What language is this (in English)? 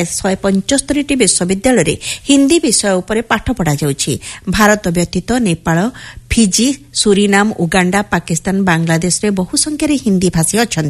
Odia